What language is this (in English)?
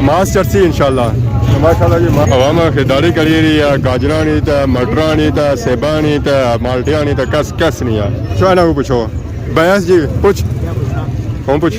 Pahari-Potwari